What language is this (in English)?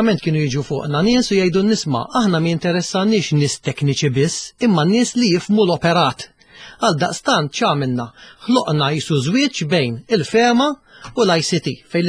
Maltese